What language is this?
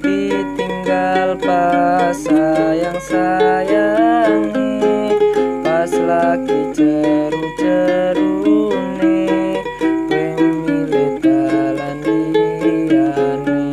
Javanese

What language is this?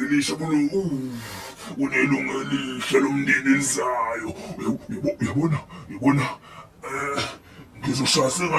Zulu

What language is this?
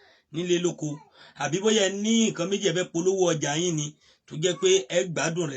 Yoruba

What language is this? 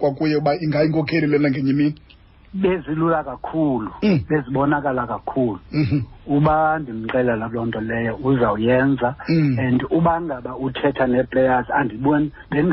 Xhosa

